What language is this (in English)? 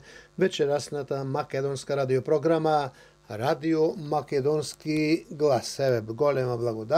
Macedonian